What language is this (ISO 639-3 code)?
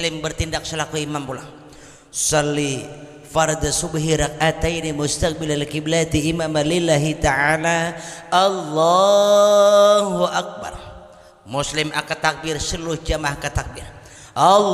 bjn